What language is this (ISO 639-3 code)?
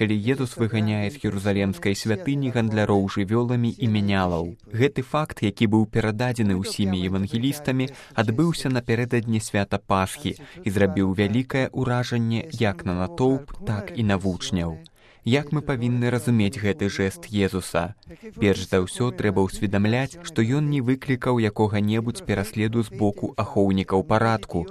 bel